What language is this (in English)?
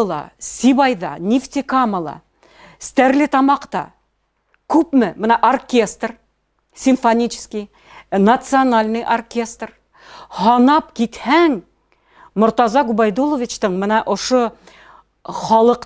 Bashkir